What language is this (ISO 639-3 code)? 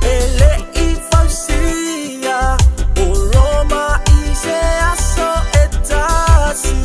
smo